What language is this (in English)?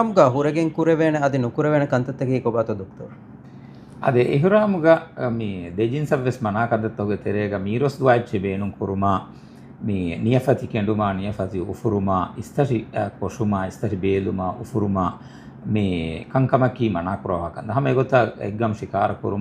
Divehi